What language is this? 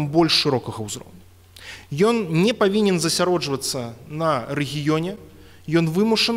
Belarusian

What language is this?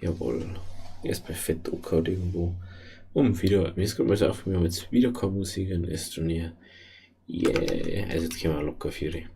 Bavarian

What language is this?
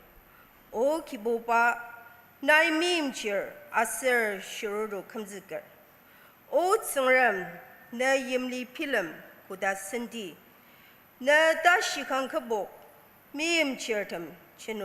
Ao Naga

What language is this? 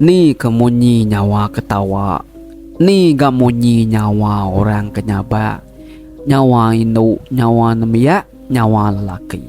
Iban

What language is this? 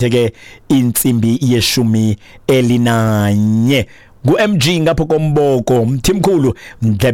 Xhosa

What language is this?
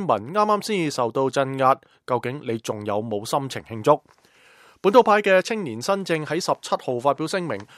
Cantonese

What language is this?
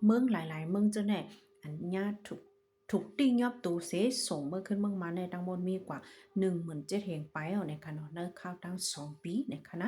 Shan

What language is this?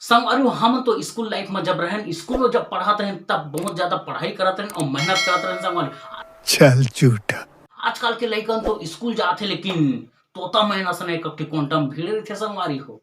Chhattisgarhi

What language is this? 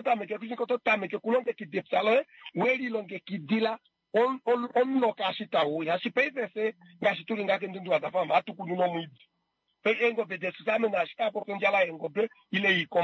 Kuanyama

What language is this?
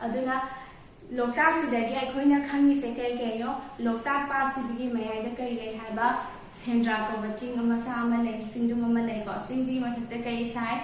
Manipuri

